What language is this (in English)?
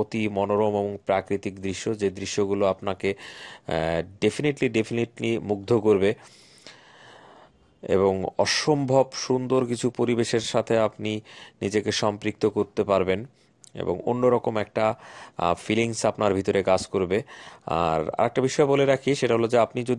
Bangla